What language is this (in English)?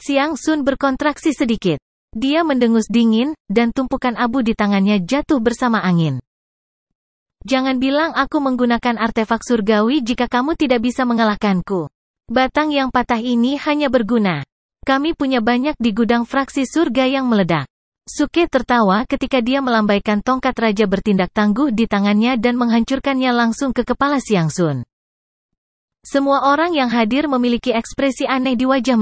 Indonesian